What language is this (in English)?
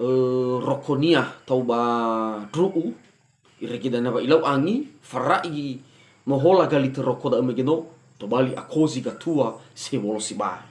Nias